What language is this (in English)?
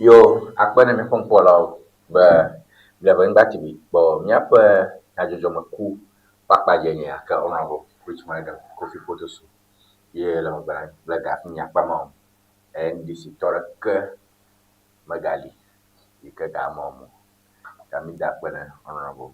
Ewe